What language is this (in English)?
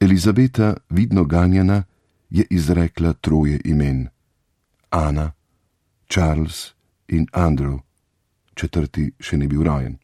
Slovenian